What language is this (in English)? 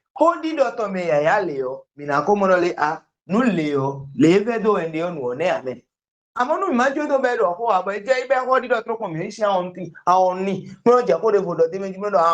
Fon